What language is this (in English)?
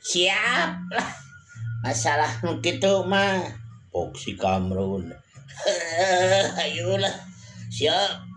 Sundanese